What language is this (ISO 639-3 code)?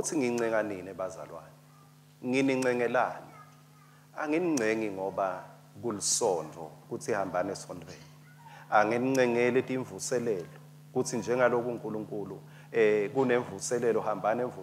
ssw